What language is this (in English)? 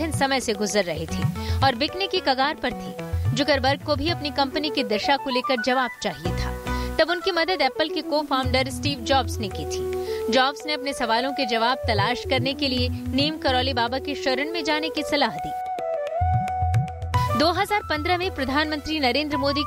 Hindi